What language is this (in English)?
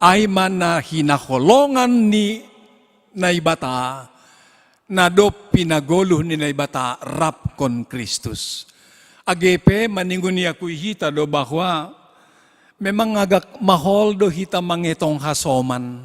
Batak Simalungun